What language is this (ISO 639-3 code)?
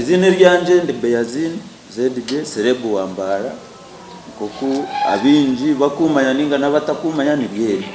nyn